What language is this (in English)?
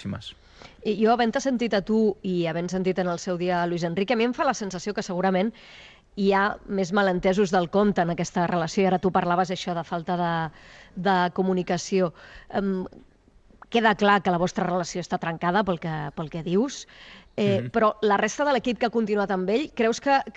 Catalan